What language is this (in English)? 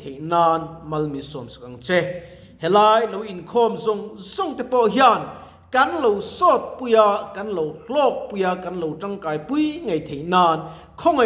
Mizo